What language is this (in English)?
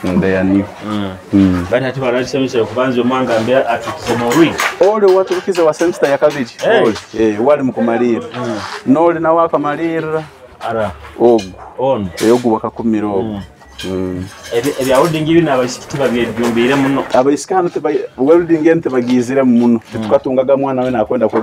Nyoro